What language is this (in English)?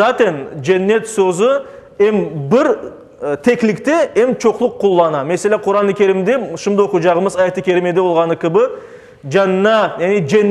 Crimean Tatar